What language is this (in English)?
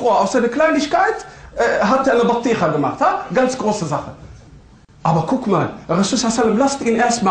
German